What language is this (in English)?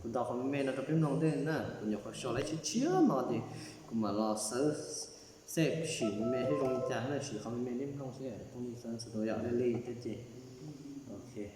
Hmong